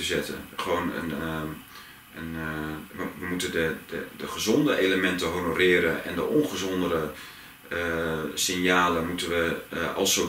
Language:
Dutch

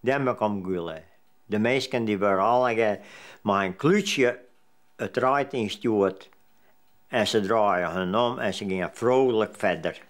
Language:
Western Frisian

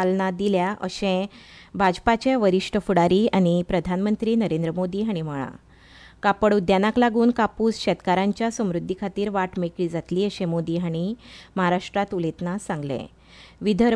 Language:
Konkani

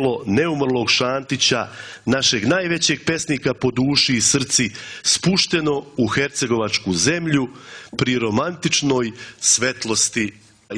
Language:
Serbian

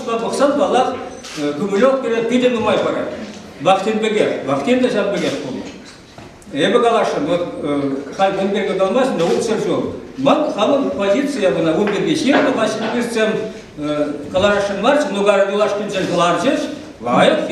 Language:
Chuvash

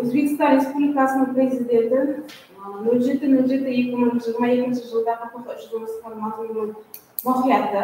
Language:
Kara-Kalpak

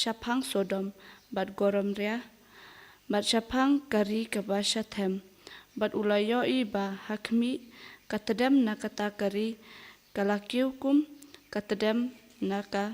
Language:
Khasi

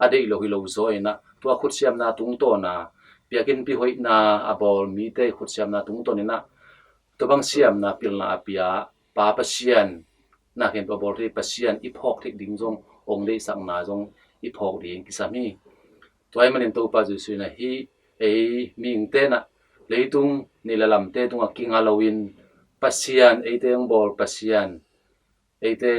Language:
Tedim Chin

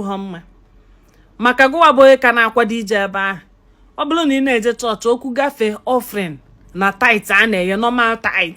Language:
Igbo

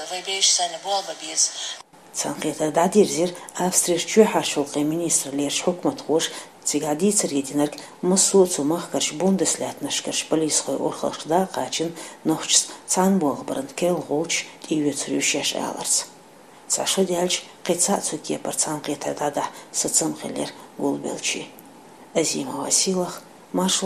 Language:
Chechen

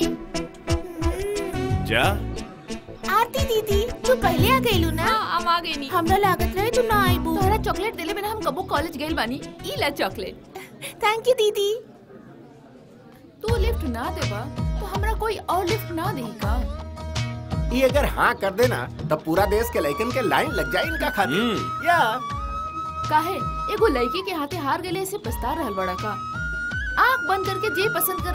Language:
Bhojpuri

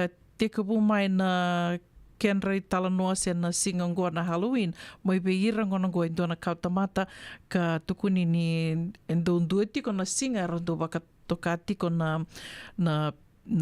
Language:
Fijian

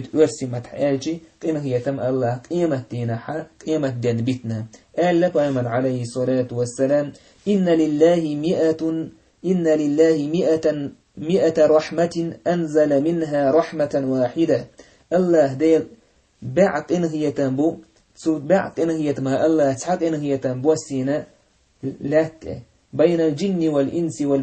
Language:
Chechen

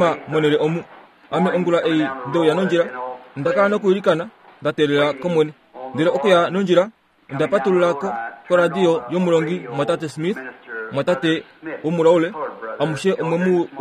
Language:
Kuanyama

